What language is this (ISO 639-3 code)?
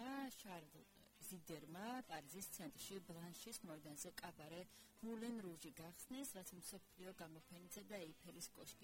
kat